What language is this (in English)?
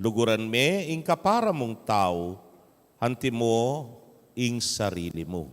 Pampanga